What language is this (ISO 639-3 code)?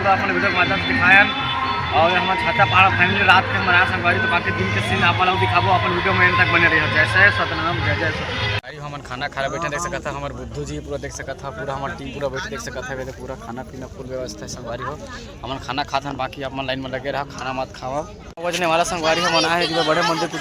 hne